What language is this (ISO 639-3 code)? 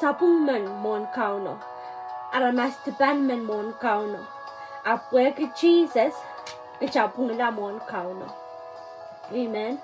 pon